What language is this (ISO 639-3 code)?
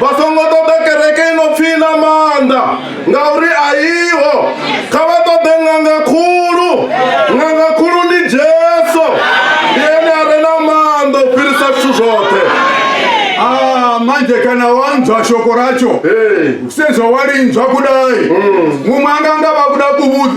ven